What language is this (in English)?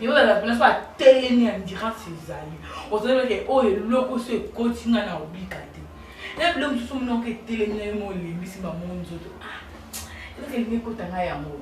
Lingala